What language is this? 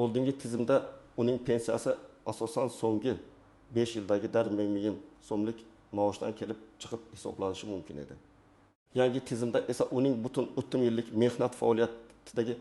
Uzbek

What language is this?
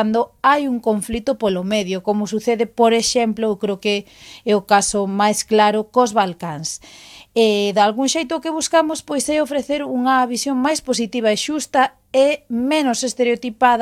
Galician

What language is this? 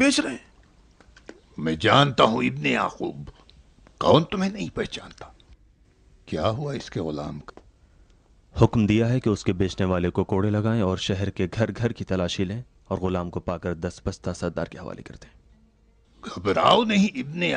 Urdu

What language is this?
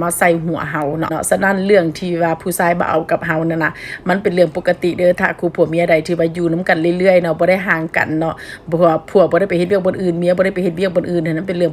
Northeastern Thai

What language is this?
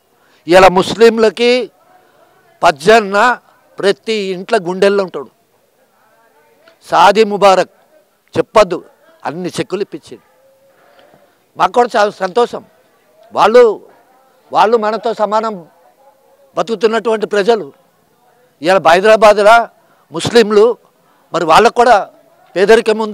Telugu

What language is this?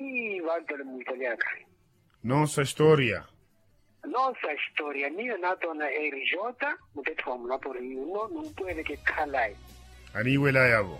Makhuwa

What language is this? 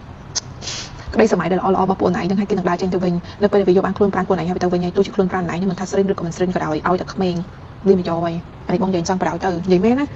Khmer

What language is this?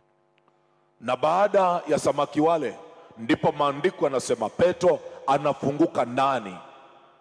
Swahili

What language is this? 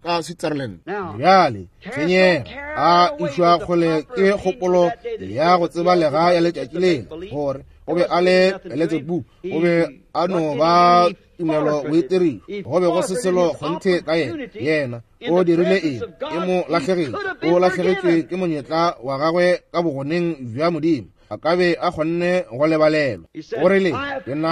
Northern Sotho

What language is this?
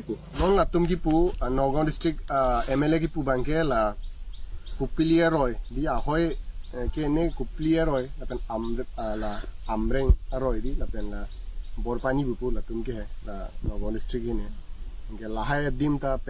Karbi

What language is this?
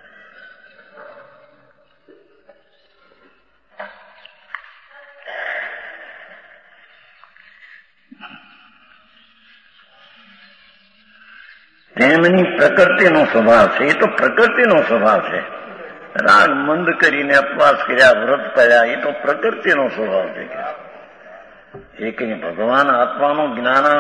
Gujarati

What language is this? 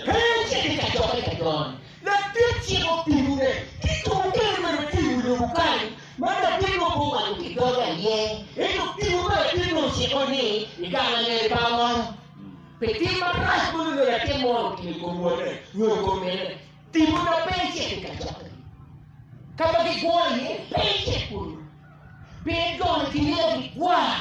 Acoli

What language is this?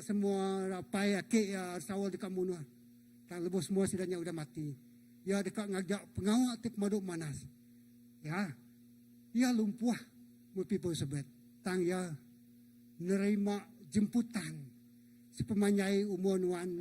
Iban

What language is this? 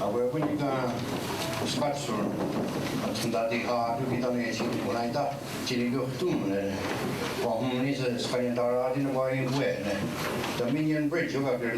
Mohawk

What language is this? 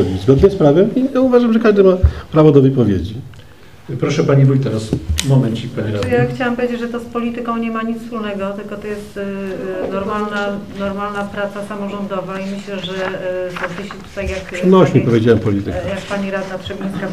Polish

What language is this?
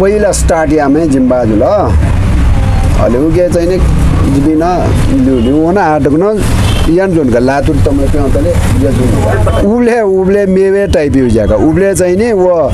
Newari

